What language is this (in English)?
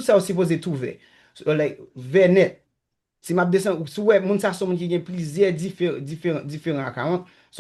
Haitian Creole